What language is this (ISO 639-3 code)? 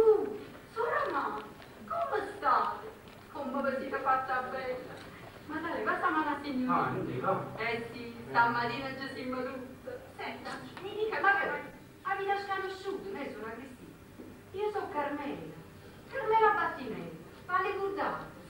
nap